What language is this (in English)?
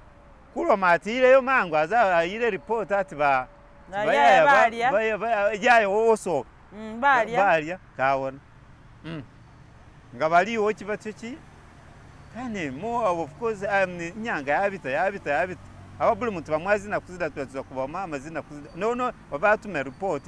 Masaaba